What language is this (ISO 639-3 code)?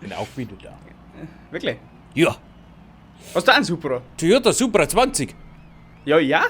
bar